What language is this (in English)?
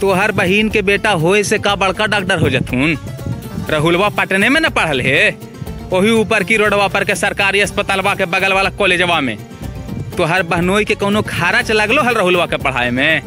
Magahi